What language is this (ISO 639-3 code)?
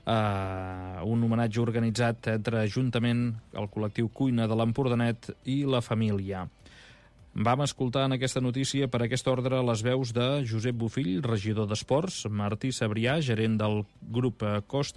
cat